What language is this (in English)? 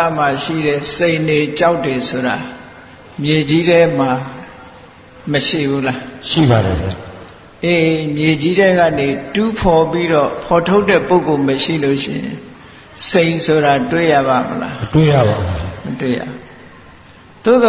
Burmese